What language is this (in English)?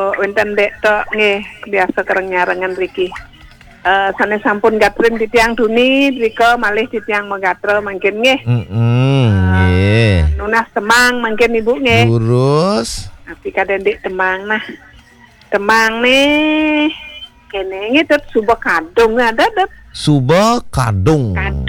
Balinese